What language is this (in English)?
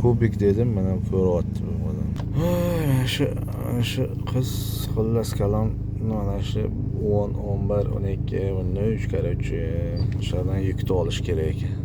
Uzbek